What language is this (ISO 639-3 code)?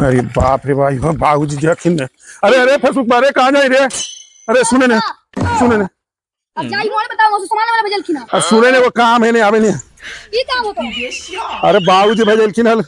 mag